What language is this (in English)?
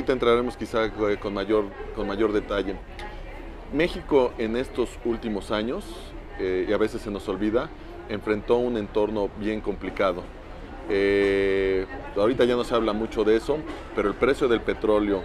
Spanish